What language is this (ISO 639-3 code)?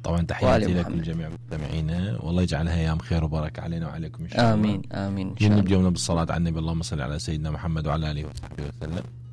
acm